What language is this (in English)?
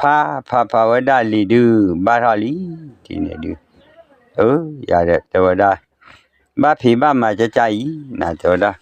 S'gaw Karen